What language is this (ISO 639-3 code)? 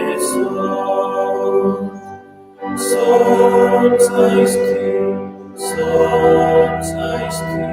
roh